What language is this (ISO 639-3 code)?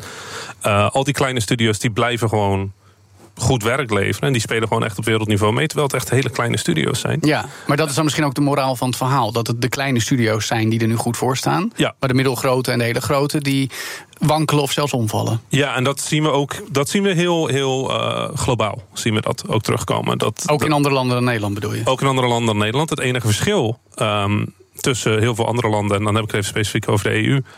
nld